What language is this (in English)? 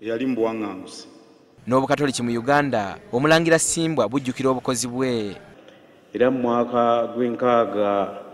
Ganda